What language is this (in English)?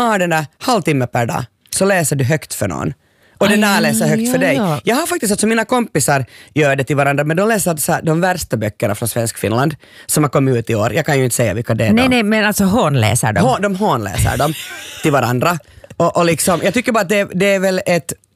Swedish